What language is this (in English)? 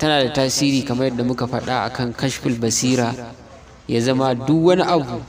Hausa